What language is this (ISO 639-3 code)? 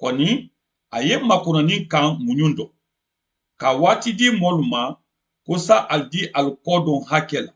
man